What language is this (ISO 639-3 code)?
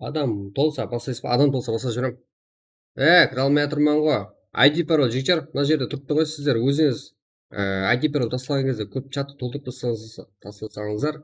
kaa